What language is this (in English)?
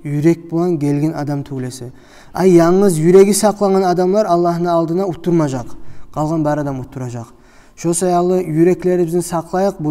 Kumyk